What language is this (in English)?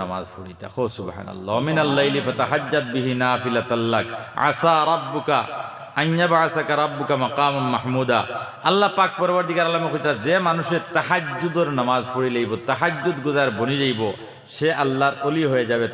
Sylheti